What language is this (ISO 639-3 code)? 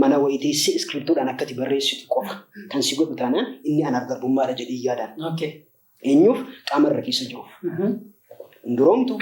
orm